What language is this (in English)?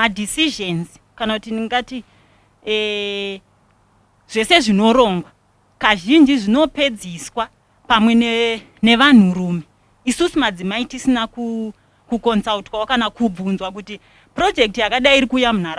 Shona